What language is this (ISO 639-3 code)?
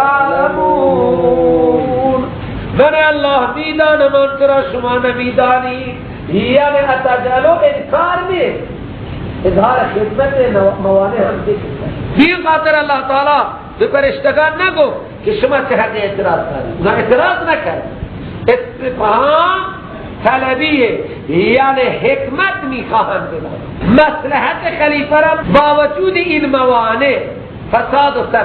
fas